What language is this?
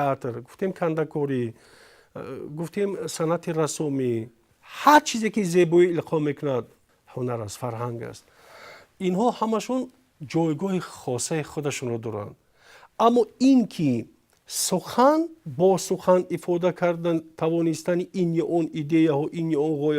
Tajik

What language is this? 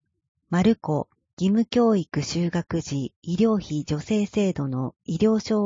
Japanese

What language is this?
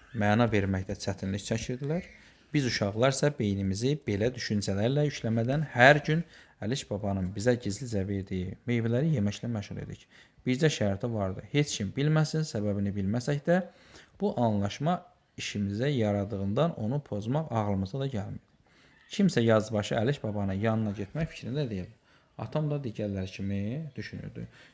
Azerbaijani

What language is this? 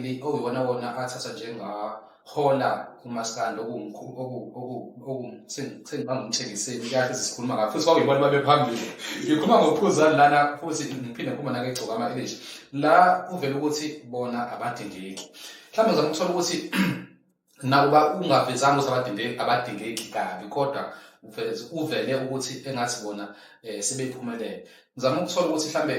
Zulu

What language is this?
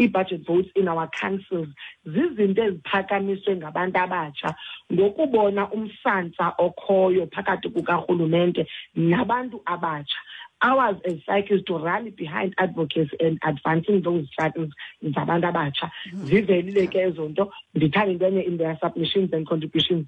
Xhosa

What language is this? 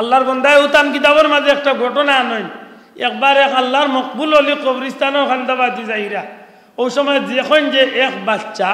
Sylheti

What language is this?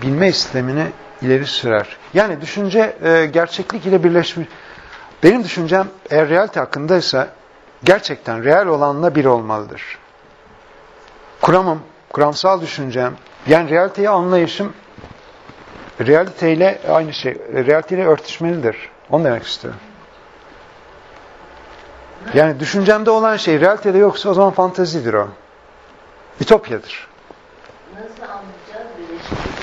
Turkish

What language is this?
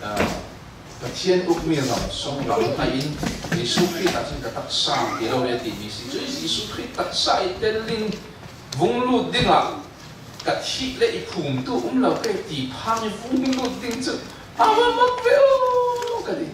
Falam Chin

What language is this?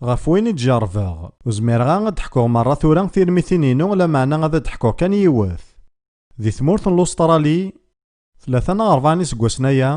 Kabyle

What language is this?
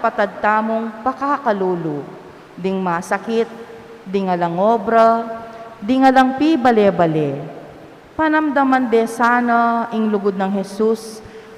Pampanga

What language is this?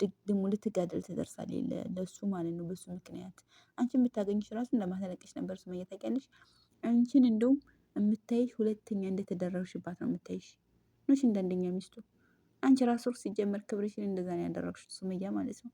Amharic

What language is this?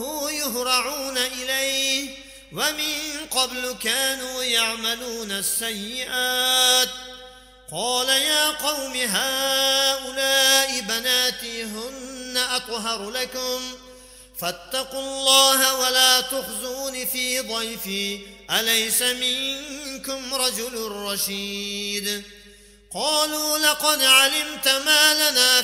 Arabic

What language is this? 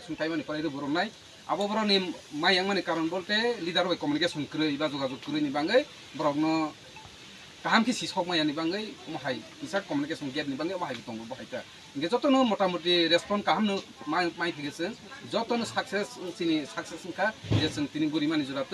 Kok Borok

